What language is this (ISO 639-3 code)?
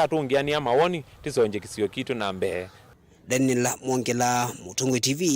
kam